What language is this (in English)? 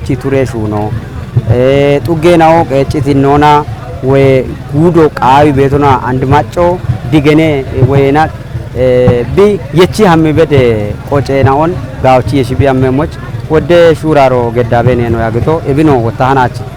Kafa